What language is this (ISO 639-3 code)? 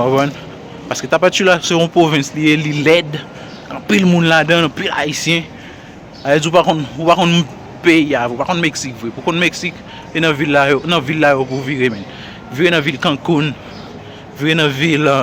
hat